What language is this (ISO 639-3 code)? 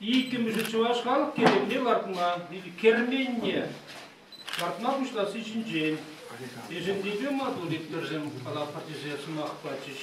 chv